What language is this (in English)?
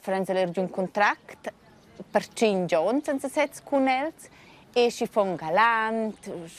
Romansh